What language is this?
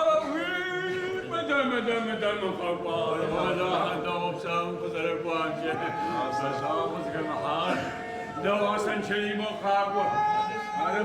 Adyghe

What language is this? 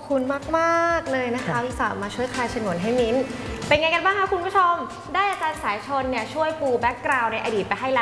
Thai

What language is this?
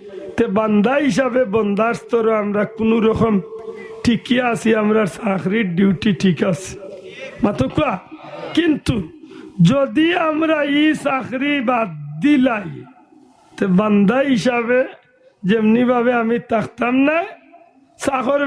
Sylheti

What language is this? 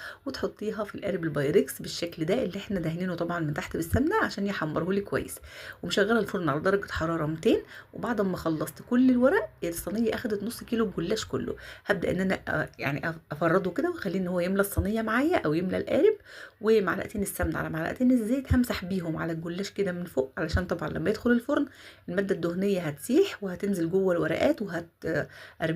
Egyptian Arabic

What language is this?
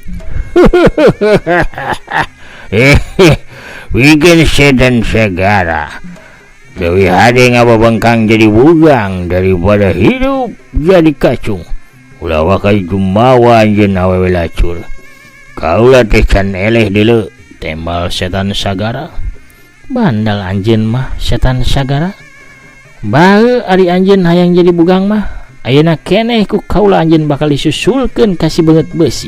Sundanese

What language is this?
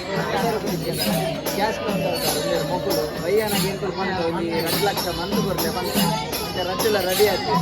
Tulu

